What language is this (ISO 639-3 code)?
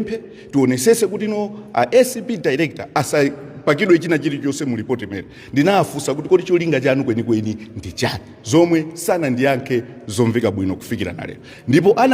nya